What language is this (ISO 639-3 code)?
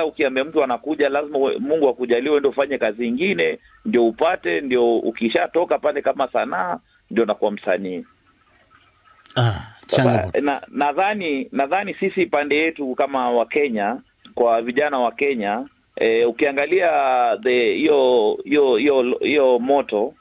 swa